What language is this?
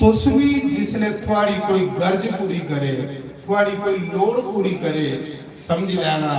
Dogri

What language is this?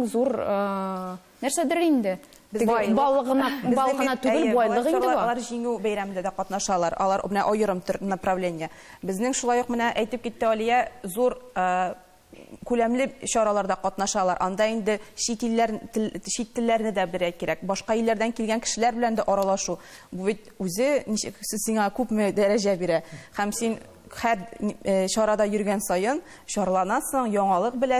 Tatar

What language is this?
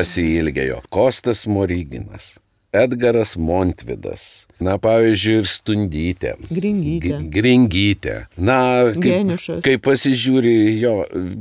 Lithuanian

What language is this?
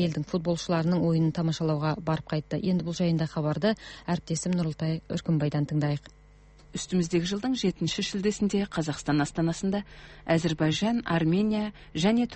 Kazakh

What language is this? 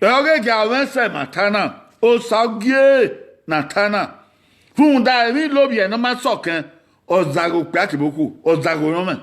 Bini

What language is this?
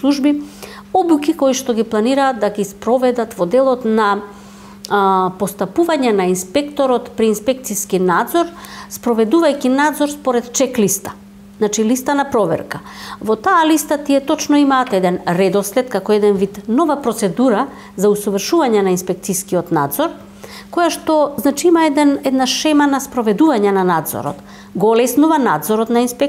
Macedonian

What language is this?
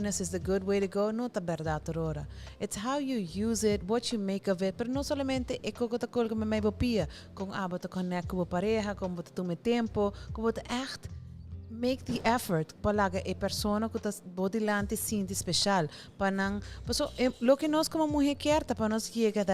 Papiamento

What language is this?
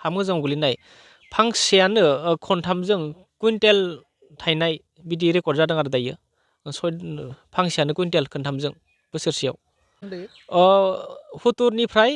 Bodo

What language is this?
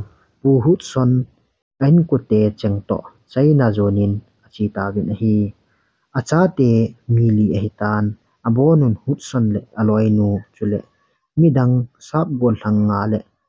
Thado Chin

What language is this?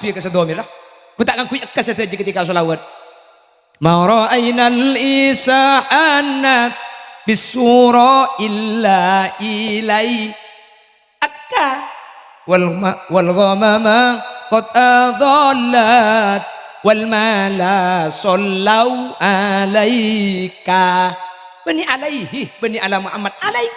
Madurese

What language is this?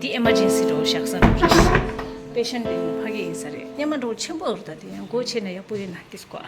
Tibetan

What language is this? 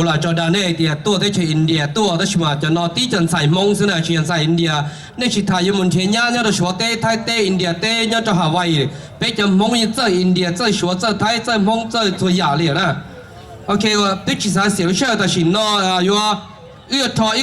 Hmong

